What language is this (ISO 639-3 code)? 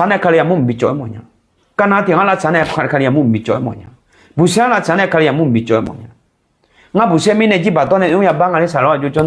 ahk